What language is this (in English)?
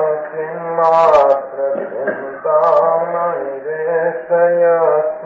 Gujarati